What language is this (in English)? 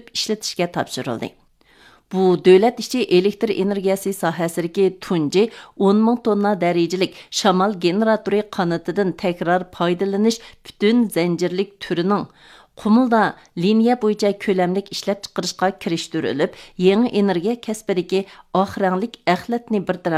Uyghur